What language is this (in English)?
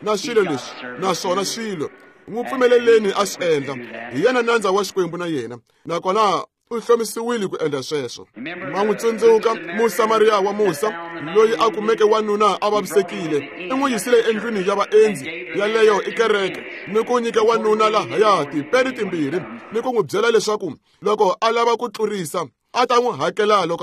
Tsonga